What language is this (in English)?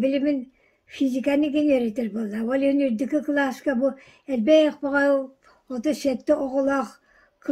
Yakut